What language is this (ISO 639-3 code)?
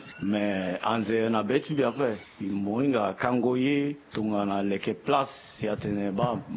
sag